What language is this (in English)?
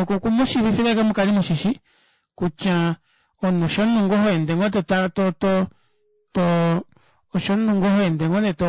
Kuanyama